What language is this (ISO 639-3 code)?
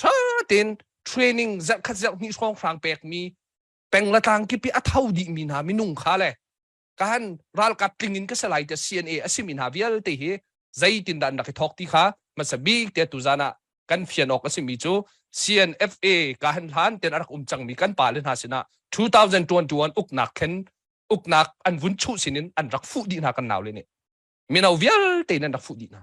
cnh